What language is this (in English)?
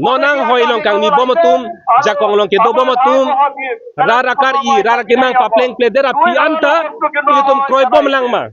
Karbi